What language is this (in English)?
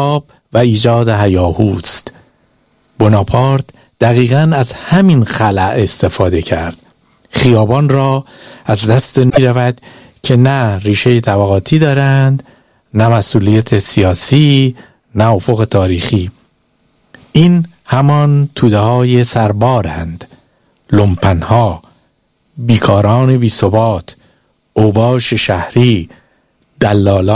Persian